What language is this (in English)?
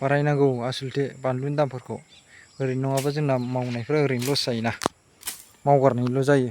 Bodo